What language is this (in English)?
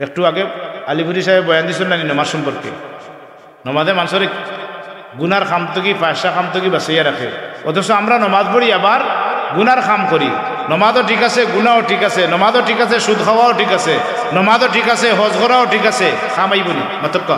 Sylheti